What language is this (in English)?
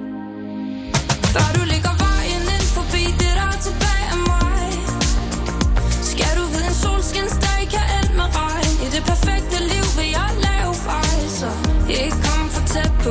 Danish